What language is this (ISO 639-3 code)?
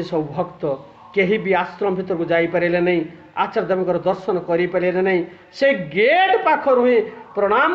ori